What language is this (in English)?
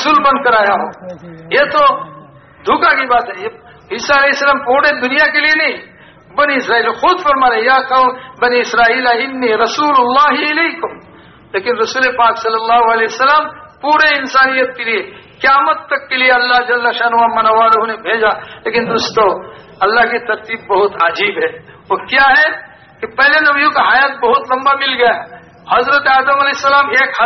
Urdu